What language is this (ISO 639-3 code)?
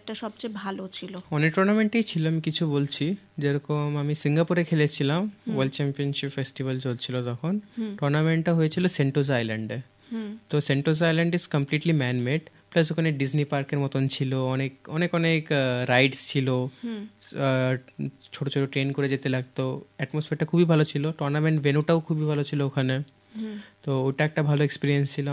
ben